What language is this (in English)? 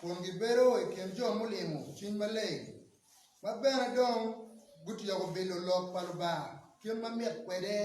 Acoli